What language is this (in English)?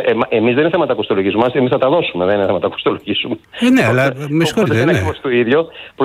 Greek